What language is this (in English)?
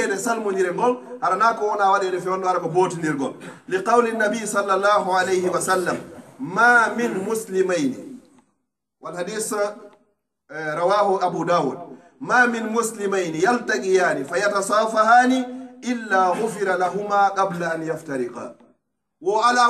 Pular